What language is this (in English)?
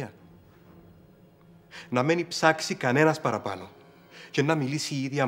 Greek